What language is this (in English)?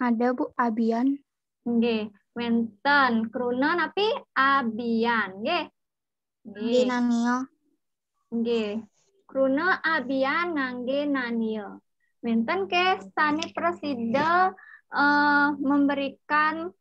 Balinese